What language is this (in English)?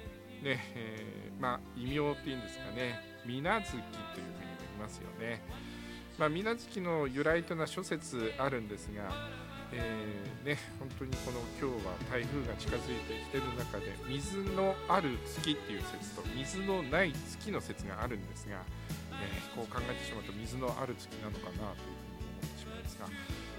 Japanese